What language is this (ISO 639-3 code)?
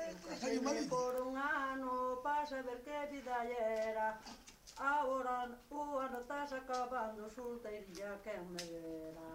glg